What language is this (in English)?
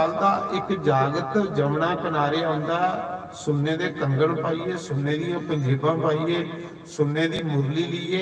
Dogri